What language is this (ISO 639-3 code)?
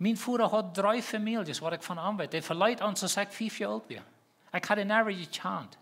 pdt